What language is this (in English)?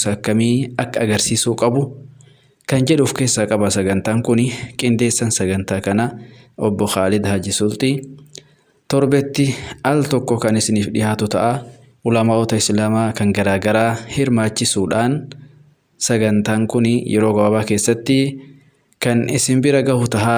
Oromo